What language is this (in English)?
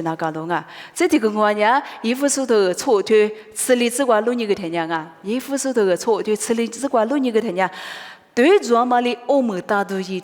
Lisu